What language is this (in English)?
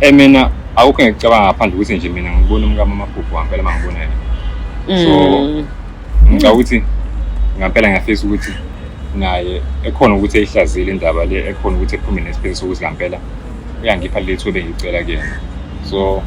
Zulu